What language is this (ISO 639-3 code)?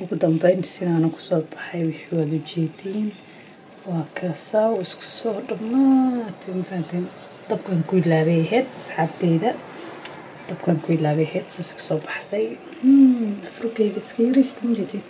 som